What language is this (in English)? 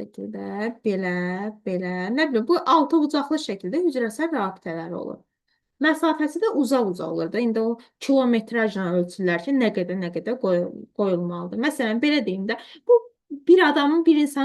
Azerbaijani